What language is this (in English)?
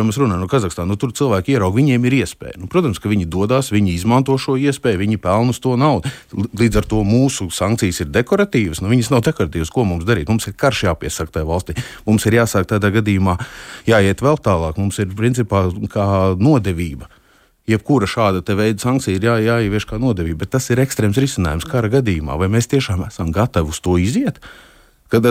Latvian